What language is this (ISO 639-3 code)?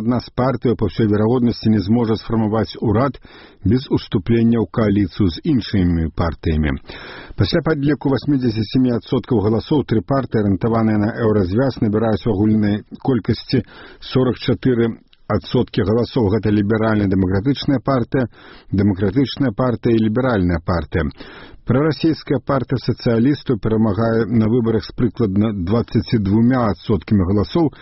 bel